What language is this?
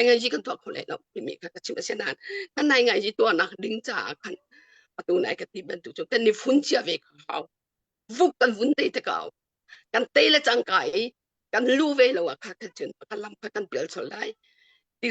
Hakha Chin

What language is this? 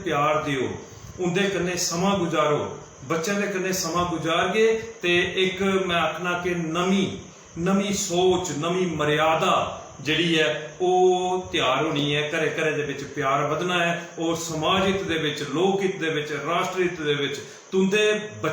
Dogri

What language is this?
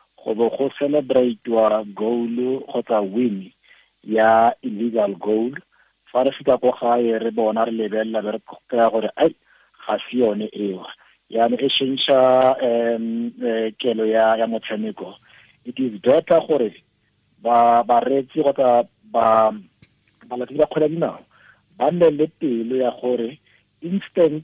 Tswana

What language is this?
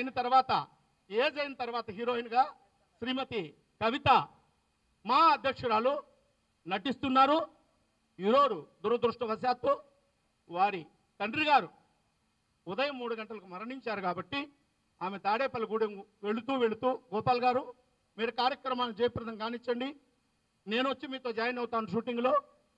Telugu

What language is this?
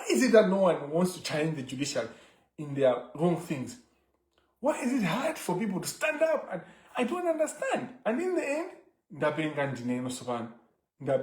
Nyanja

